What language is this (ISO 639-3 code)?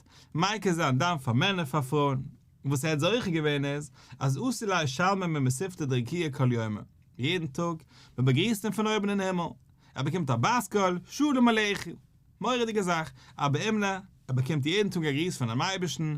yid